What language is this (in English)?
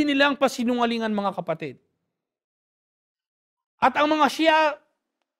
Filipino